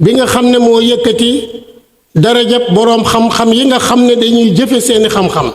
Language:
Wolof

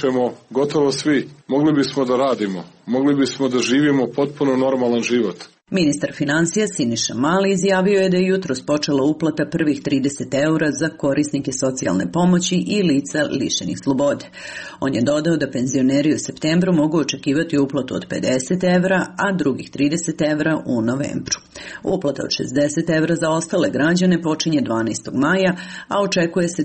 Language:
Serbian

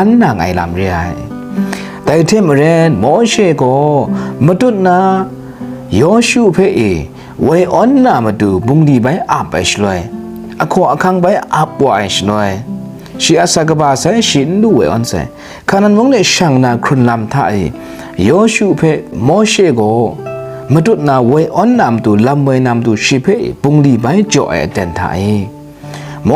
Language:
Kachin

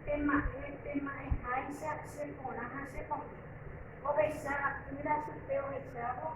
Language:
Guarani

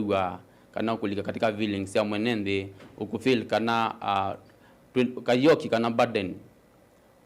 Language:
Kamba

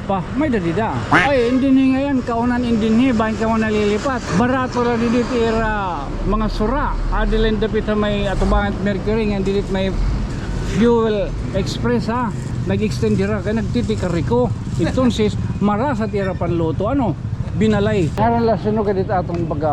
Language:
Waray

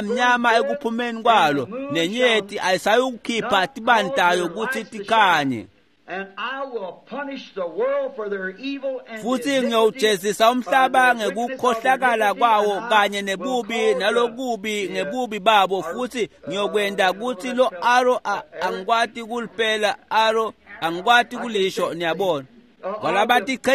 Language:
Swati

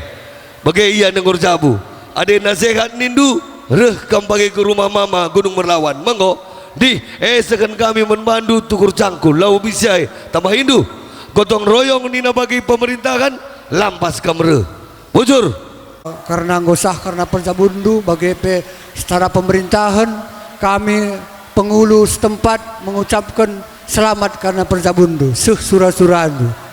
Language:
Batak Karo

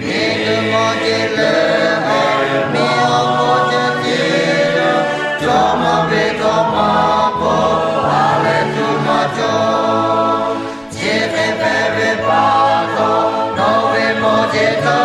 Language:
Lahu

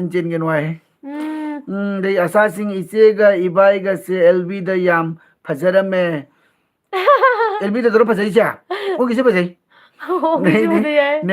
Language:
Manipuri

